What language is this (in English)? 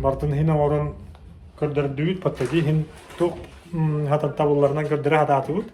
Yakut